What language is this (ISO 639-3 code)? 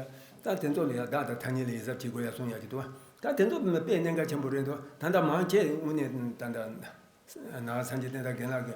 bod